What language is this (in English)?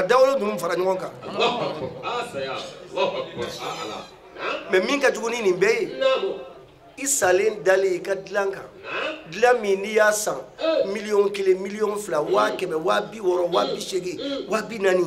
Bambara